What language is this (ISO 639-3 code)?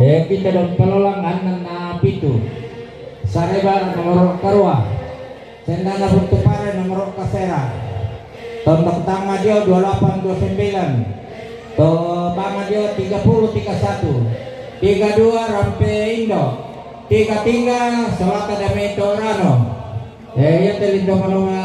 sda